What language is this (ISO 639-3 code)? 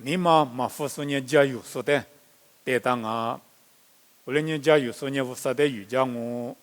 lis